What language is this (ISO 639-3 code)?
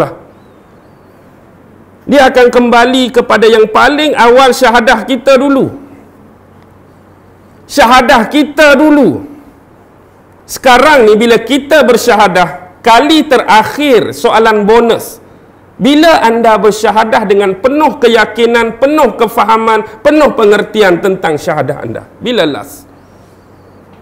msa